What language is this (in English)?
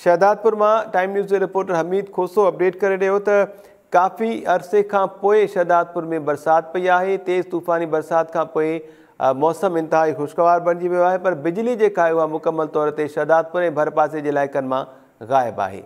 Sindhi